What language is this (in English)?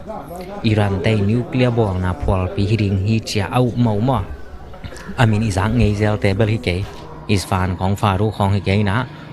Tedim Chin